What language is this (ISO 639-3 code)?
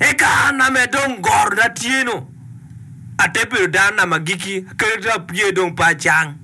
ach